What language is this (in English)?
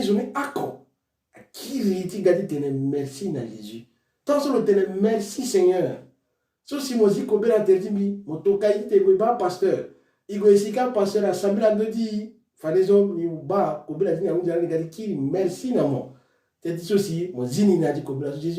Sango